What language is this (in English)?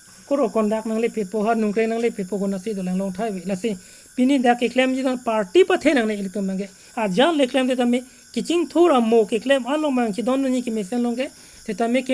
Karbi